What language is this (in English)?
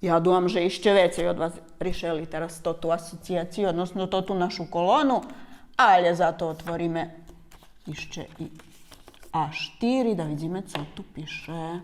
Rusyn